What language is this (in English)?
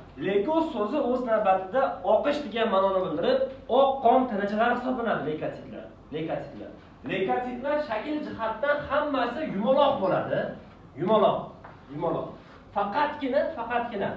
Uzbek